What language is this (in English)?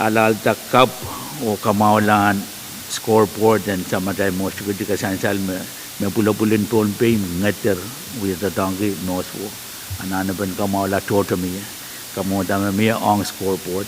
Pohnpeian